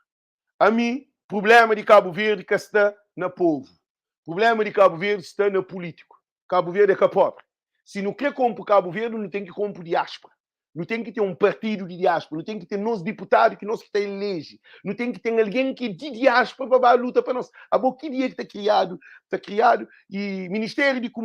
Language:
Kabuverdianu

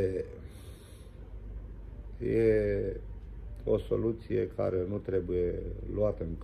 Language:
Romanian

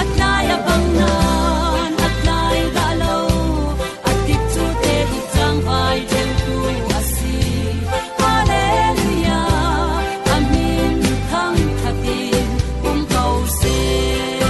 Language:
Falam Chin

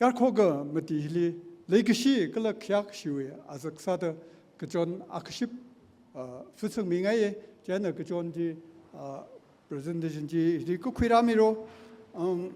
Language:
Tangkhul Naga (India)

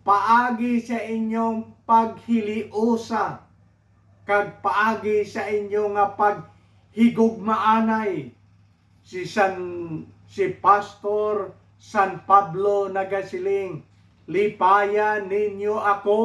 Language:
Hiligaynon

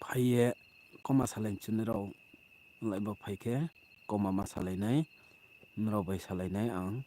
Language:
Riang (India)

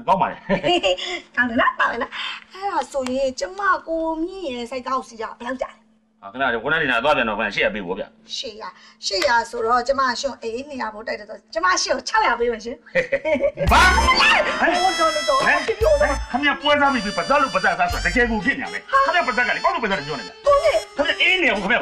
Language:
Burmese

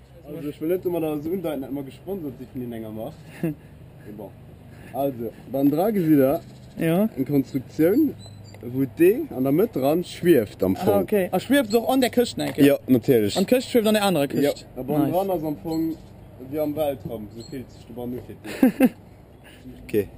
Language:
Luxembourgish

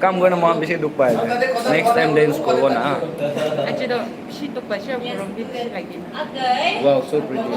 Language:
Naga Pidgin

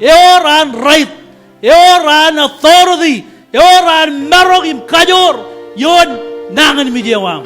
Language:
Marshallese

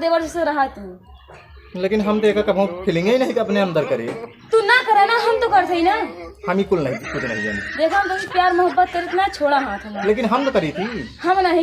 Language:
Awadhi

